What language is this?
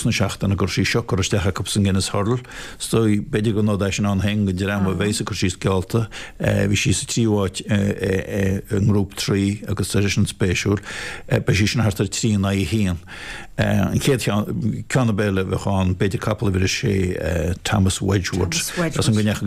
Irish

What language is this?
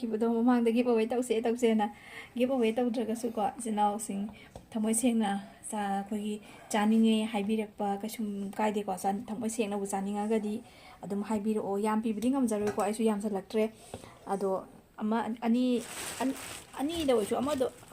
Manipuri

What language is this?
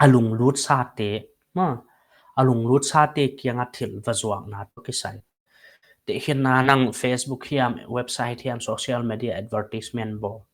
Paite Chin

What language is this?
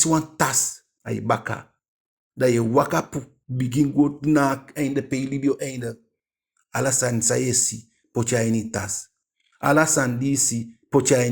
Eastern Maroon Creole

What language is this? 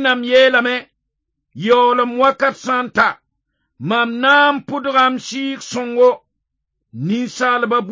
Mossi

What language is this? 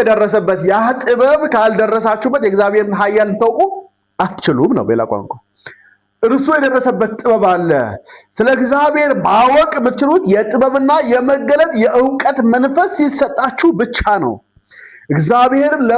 Amharic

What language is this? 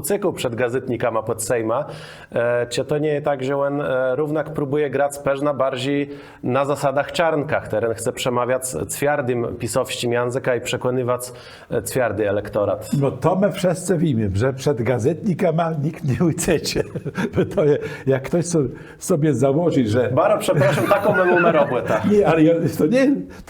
Kashubian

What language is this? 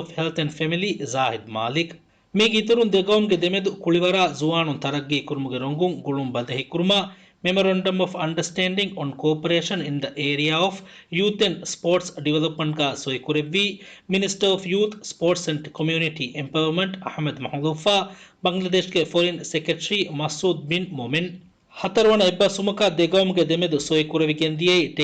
Divehi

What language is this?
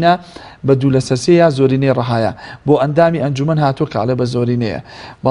Central Kurdish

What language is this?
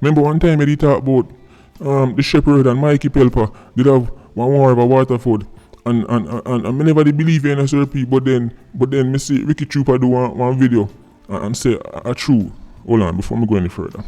Jamaican Creole English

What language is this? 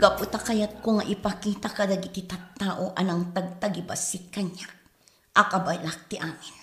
Iloko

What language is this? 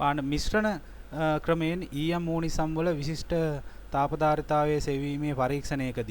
Sinhala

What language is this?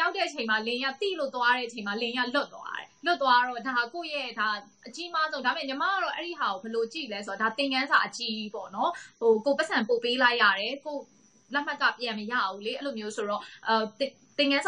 Burmese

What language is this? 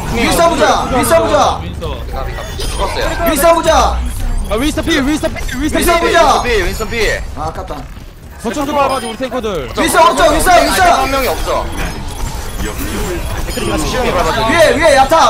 Korean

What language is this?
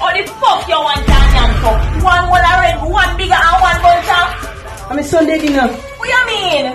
Jamaican Creole English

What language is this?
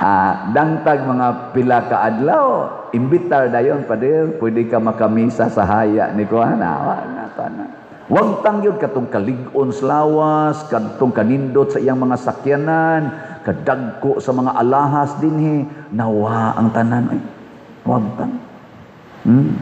Cebuano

